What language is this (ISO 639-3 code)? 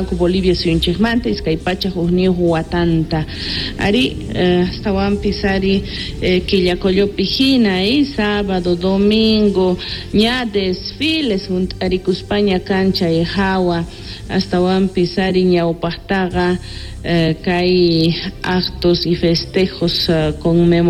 que